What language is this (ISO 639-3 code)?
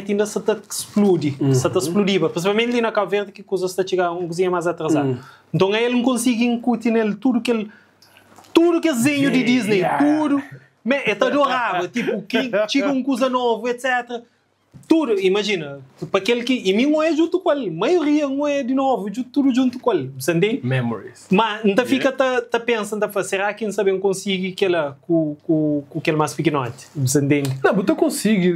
kea